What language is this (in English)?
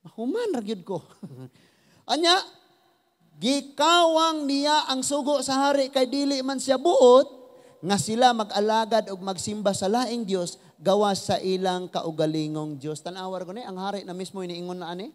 Cebuano